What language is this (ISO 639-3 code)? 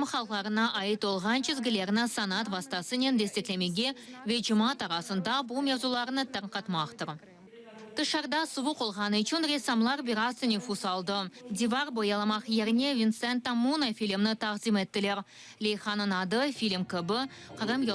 crh